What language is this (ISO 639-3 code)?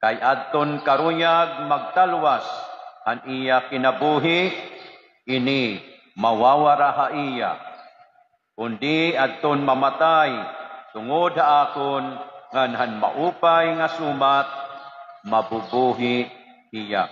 war